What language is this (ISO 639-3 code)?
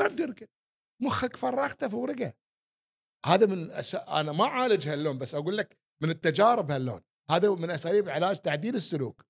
afb